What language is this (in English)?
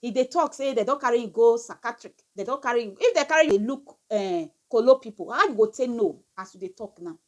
Nigerian Pidgin